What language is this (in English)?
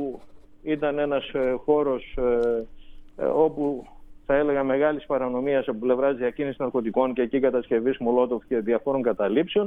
Greek